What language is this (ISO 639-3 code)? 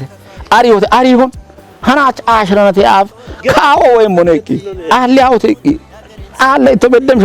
kbr